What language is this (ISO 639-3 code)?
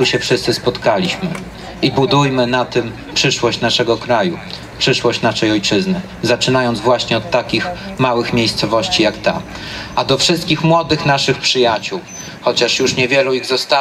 pol